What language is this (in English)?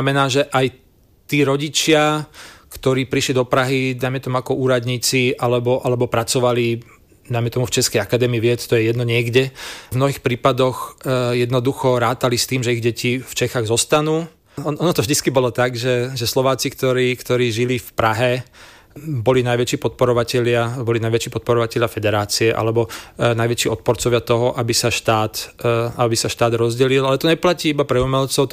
Slovak